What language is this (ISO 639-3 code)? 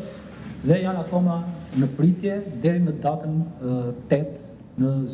sqi